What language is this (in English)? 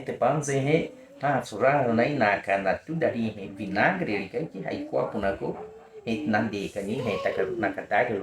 Baniwa